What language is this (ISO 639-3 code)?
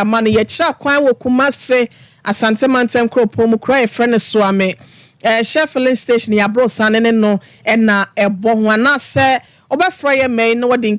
aka